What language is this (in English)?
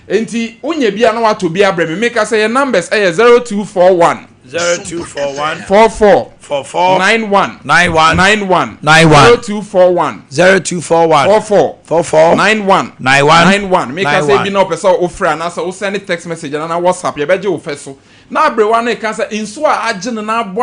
Akan